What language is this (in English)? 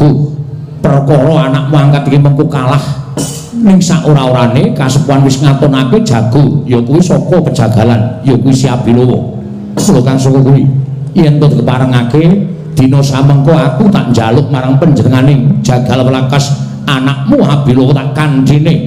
Javanese